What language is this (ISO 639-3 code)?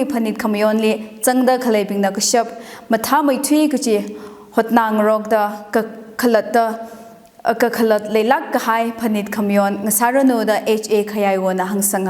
nmf